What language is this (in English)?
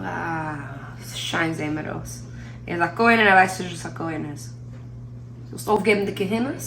Yiddish